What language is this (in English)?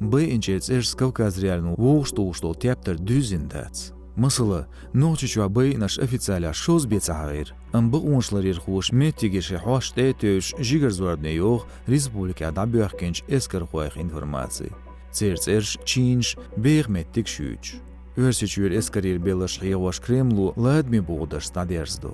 Chechen